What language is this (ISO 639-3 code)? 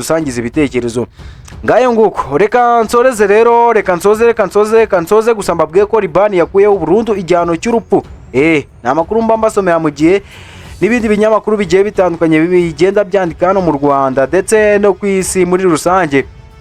kin